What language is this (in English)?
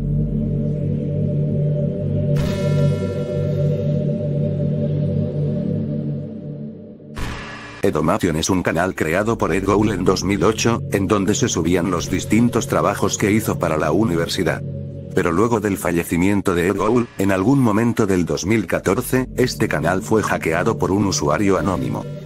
Spanish